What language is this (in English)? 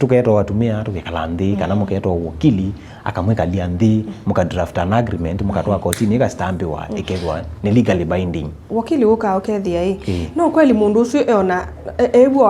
Kamba